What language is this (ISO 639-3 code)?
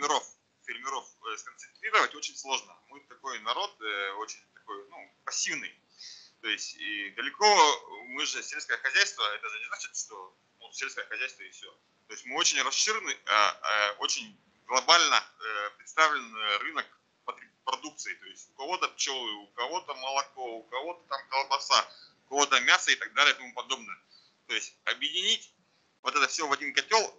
rus